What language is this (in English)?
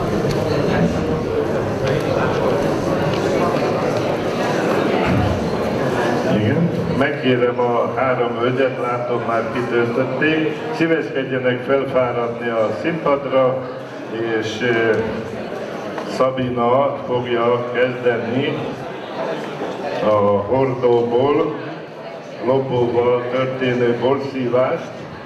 Hungarian